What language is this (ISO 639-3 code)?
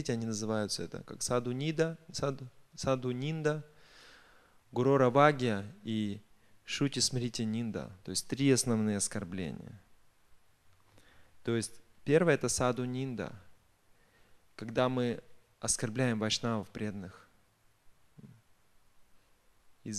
rus